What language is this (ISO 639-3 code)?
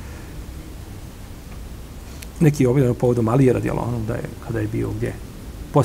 bos